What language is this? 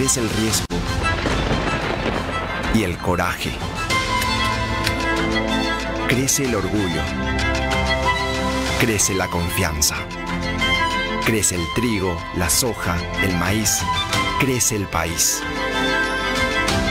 Spanish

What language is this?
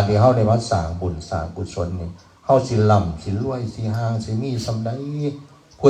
Northeastern Thai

